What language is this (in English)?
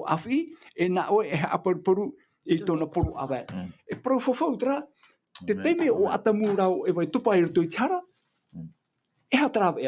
Tahitian